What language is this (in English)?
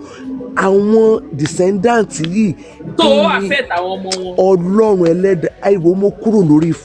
Yoruba